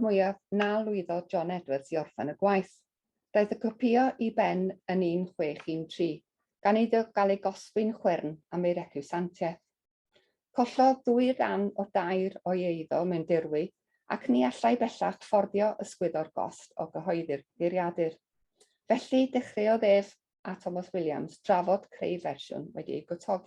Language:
Welsh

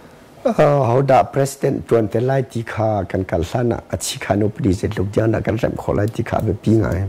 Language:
Hakha Chin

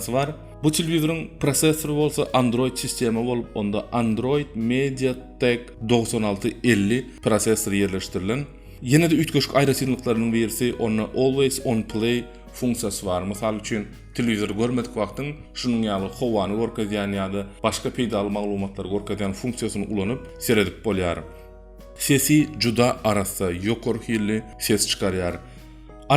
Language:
Turkmen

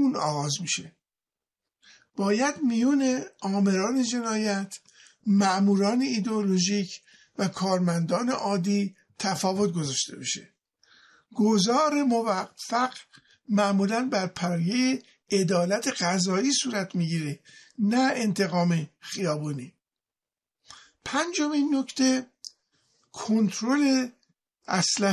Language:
Persian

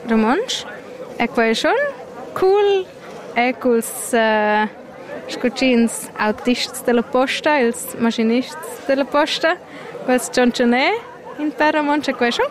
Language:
Romansh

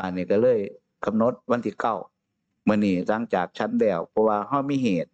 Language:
Northeastern Thai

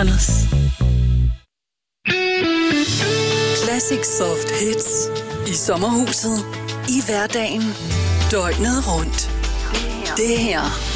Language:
Danish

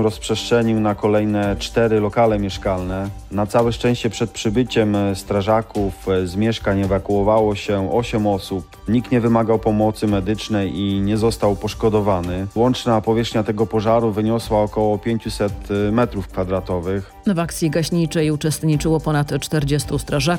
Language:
Polish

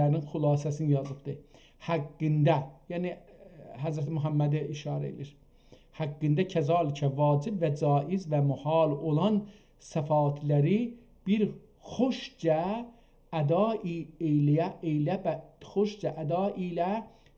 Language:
South Azerbaijani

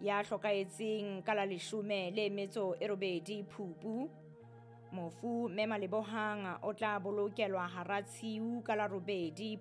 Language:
Southern Sotho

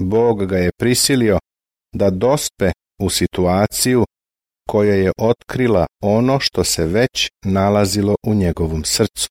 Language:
Serbian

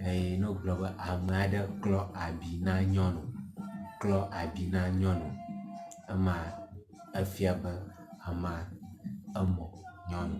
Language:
Ewe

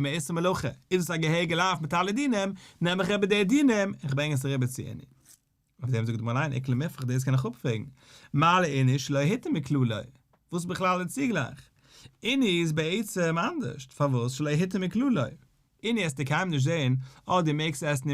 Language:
Yiddish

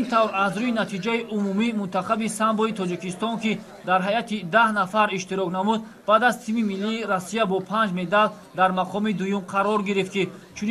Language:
Tajik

